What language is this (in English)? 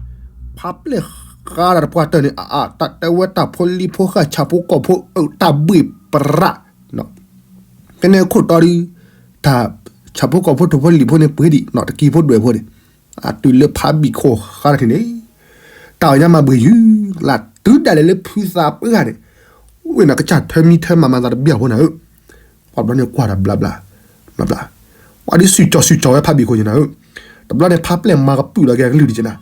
S'gaw Karen